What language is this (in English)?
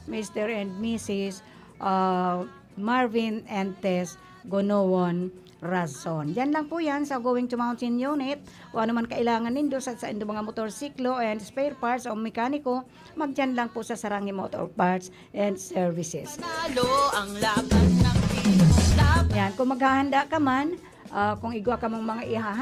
Bikol